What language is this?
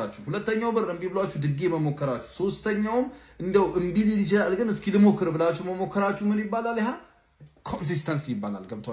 Amharic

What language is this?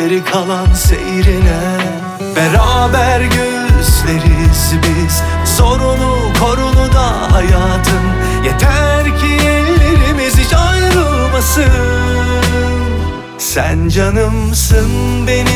Turkish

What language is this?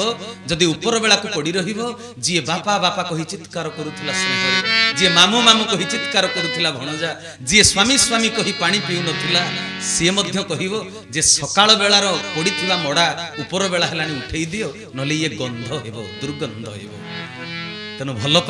Odia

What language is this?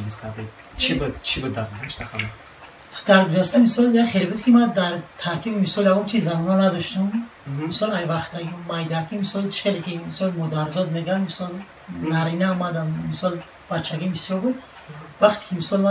Tajik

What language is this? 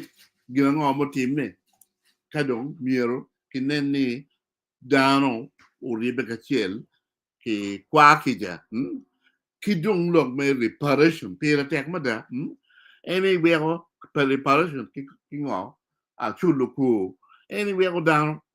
Acoli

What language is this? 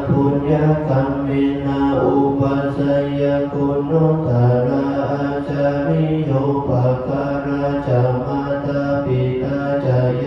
Pali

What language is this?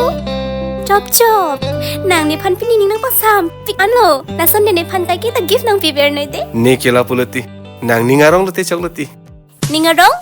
Karbi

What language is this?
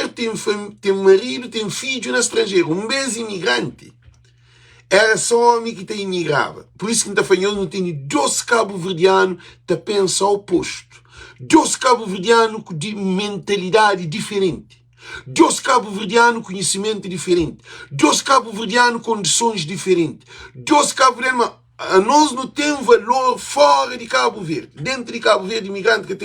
Kabuverdianu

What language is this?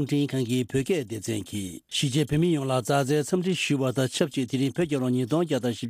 Tibetan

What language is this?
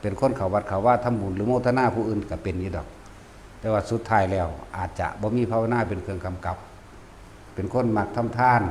Northeastern Thai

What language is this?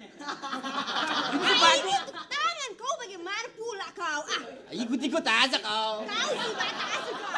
Betawi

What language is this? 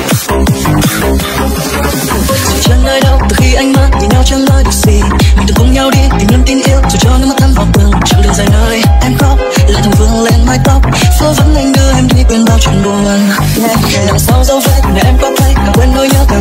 Vietnamese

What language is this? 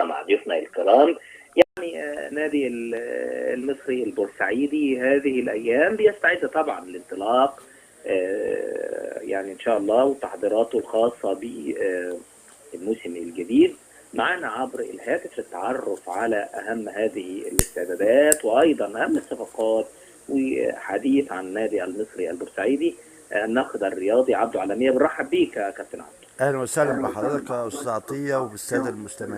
Egyptian Arabic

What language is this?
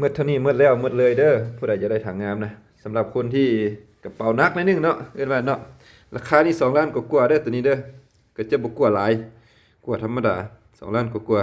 Lao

